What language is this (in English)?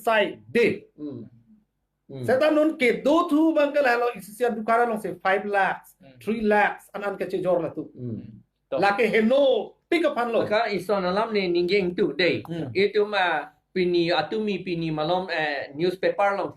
Karbi